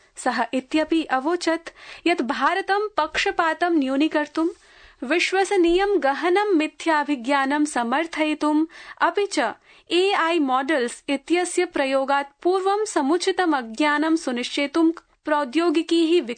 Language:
Sanskrit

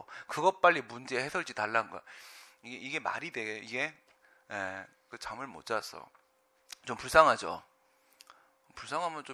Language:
Korean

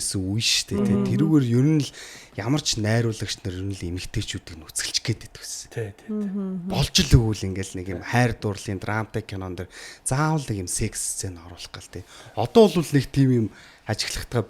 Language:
Mongolian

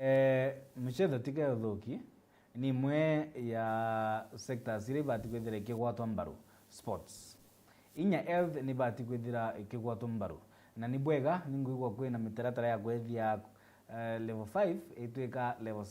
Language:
Meru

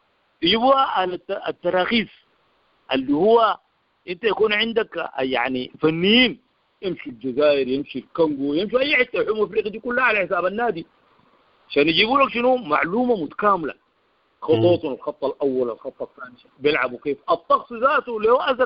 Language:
Sudanese Arabic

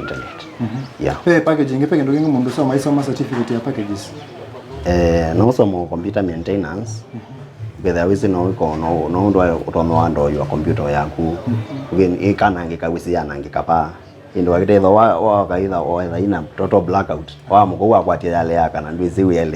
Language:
Kamba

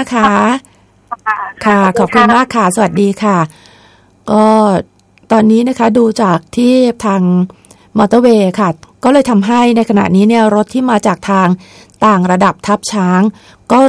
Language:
Thai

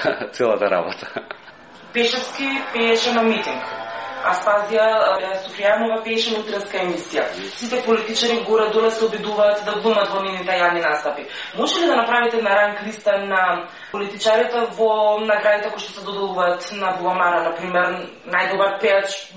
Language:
Macedonian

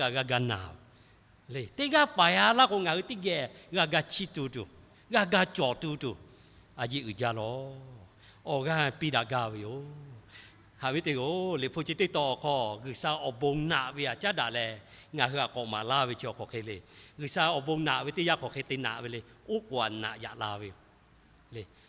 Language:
Lahu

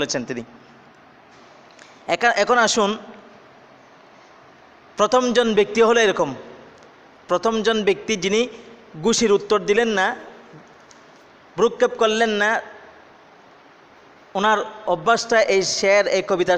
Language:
Bangla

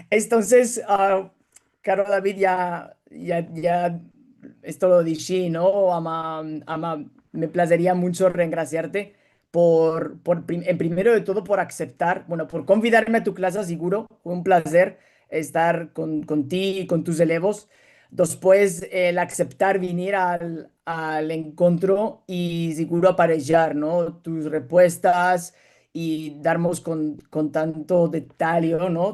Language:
Ladino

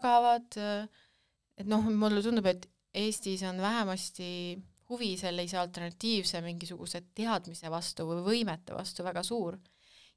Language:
Estonian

